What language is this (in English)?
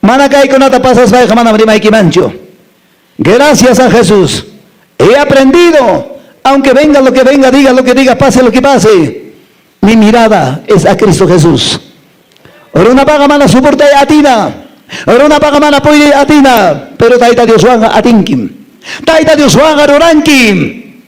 Quechua